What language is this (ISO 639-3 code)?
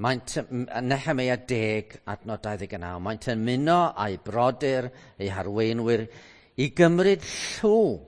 cym